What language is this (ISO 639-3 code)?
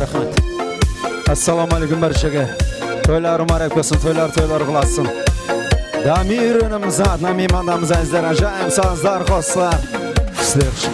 kaa